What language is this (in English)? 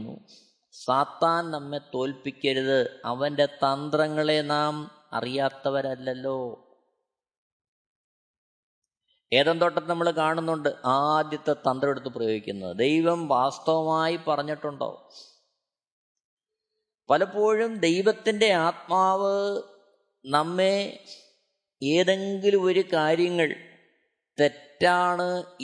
Malayalam